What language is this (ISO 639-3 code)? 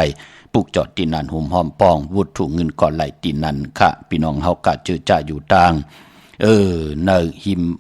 shn